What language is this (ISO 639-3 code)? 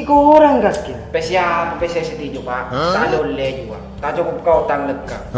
mad